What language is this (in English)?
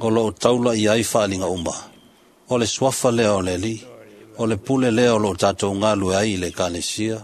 Samoan